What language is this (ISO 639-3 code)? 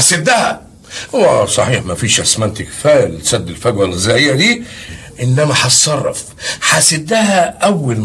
arz